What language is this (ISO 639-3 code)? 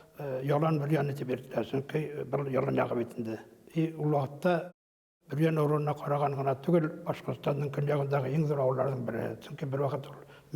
bak